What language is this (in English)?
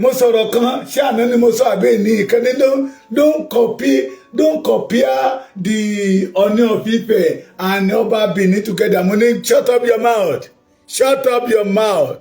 Yoruba